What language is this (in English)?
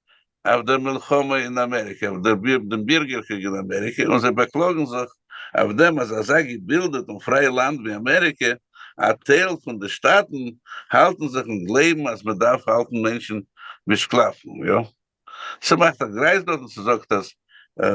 Yiddish